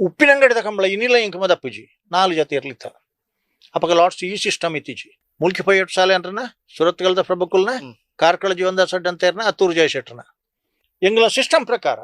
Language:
Tulu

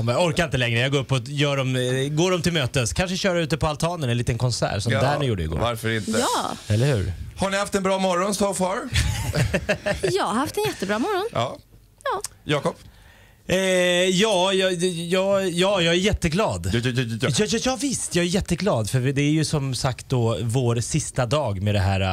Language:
Swedish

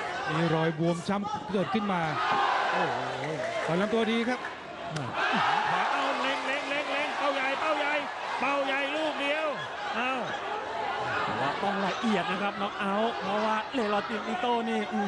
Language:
Thai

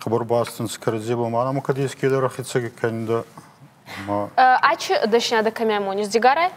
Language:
Ossetic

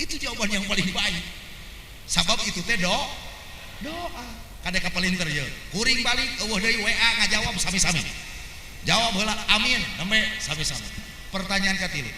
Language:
Sundanese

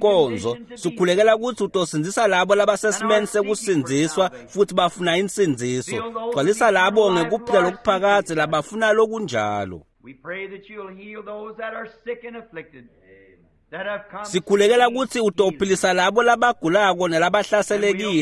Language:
Swati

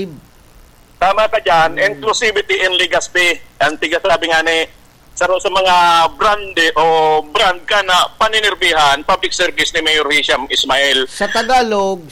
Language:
Bikol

